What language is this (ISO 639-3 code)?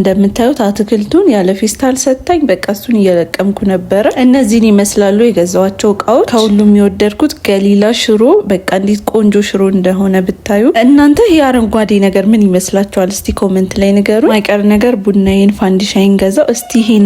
amh